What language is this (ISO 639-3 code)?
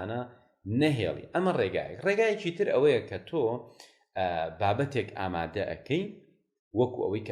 ckb